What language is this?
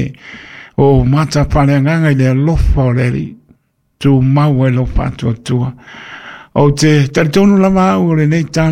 Samoan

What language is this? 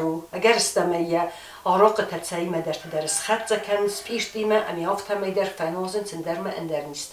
Ossetic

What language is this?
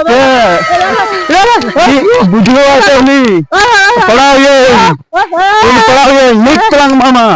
Santali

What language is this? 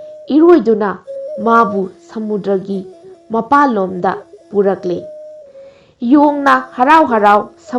Manipuri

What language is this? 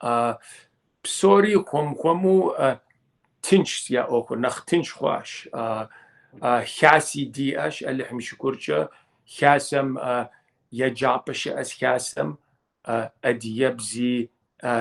Kabardian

